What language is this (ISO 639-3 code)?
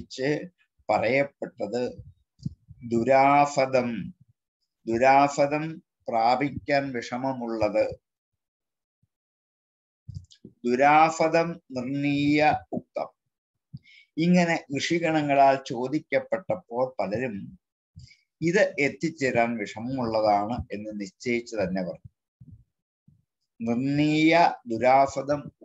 mal